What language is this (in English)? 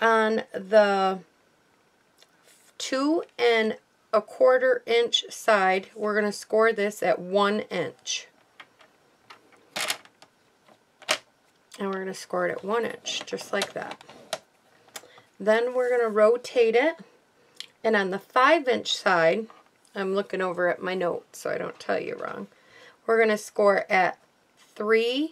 English